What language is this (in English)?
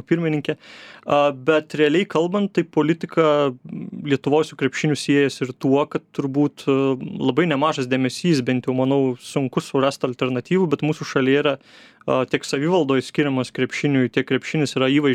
Lithuanian